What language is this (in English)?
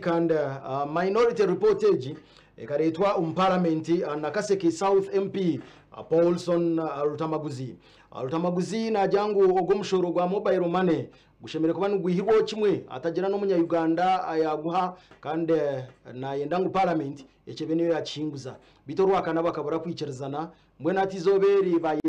Nyankole